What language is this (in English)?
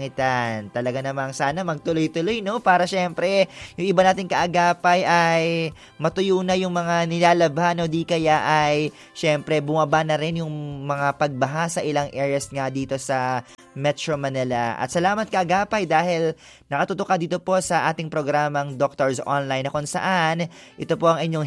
Filipino